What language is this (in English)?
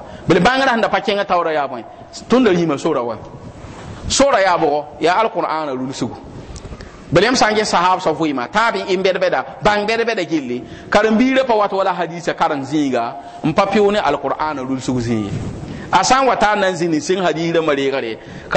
Mossi